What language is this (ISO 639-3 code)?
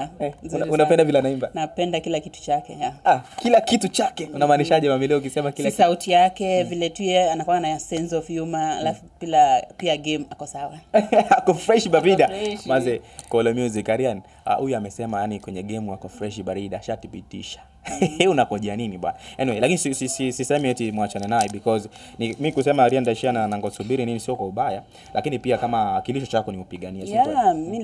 swa